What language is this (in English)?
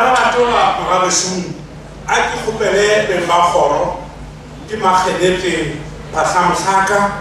Northern Sotho